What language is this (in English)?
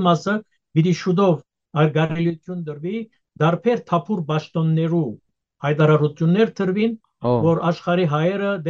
Western Armenian